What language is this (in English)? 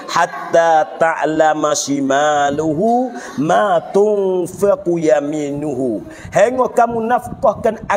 Pattani Malay